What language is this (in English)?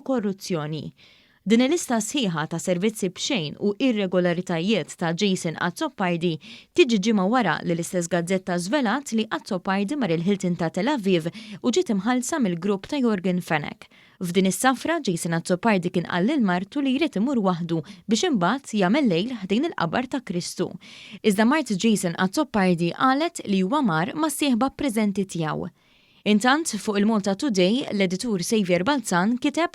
Maltese